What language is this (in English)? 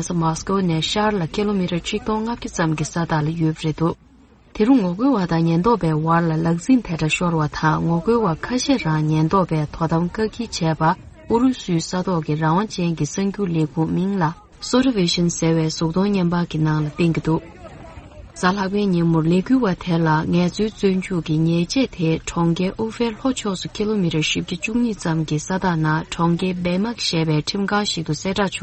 Tibetan